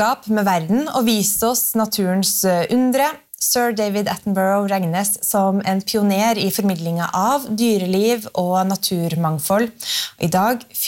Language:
Norwegian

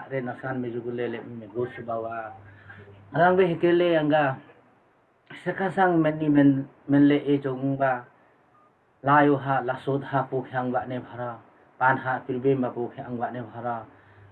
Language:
Limbu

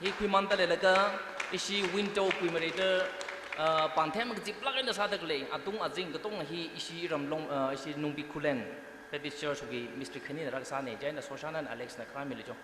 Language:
Tangkhul Naga (India)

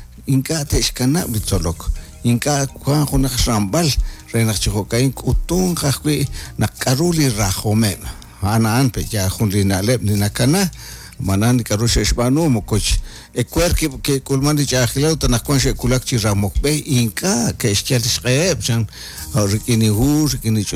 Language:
Kekchí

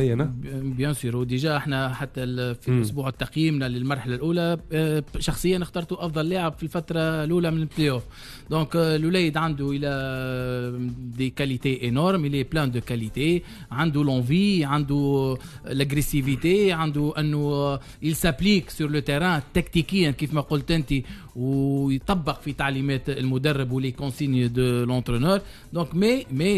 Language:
Tunisian Arabic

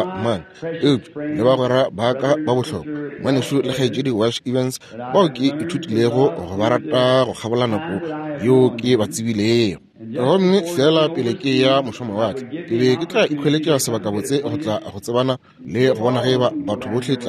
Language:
Northern Sotho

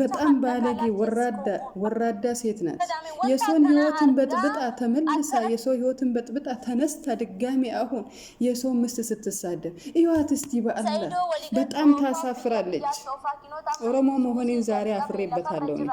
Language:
Amharic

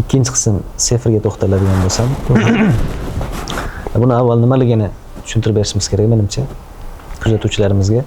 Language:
Uzbek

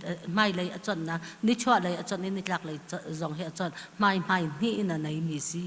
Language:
Hakha Chin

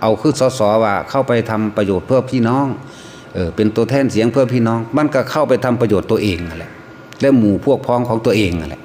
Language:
Northeastern Thai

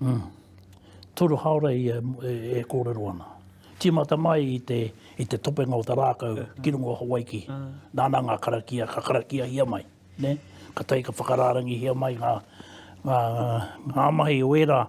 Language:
Māori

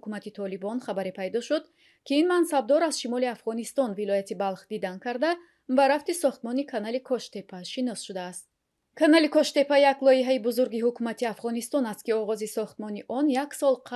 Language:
Tajik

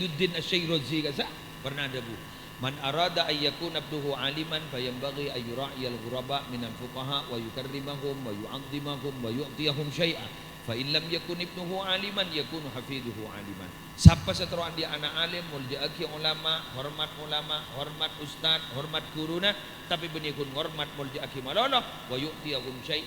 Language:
Madurese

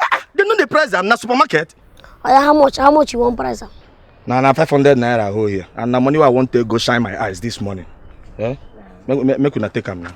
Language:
Nigerian Pidgin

